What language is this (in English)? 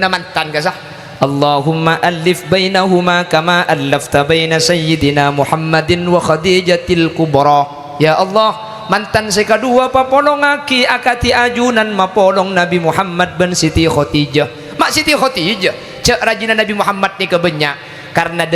Madurese